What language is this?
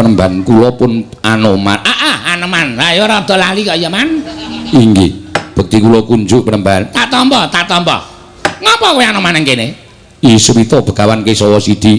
Javanese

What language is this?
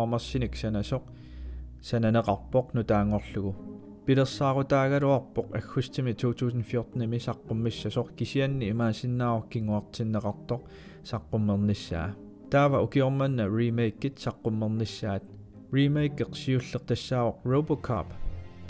Kalaallisut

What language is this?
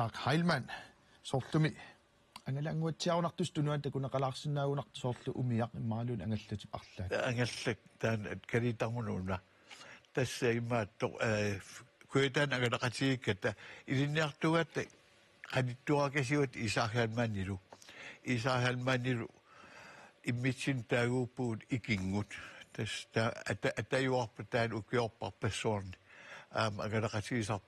Kalaallisut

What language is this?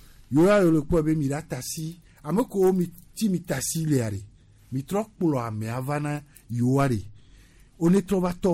Gen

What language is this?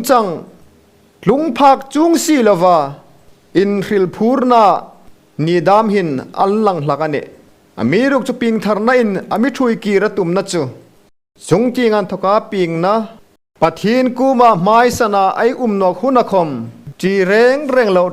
Hmar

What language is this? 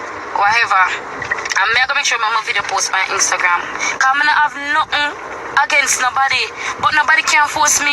Jamaican Creole English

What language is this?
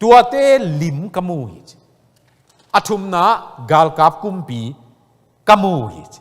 Tedim Chin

